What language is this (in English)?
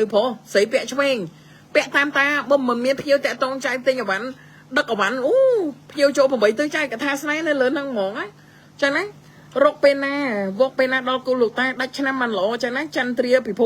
Khmer